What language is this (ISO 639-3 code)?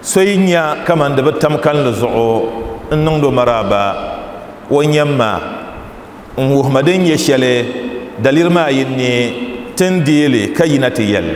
dag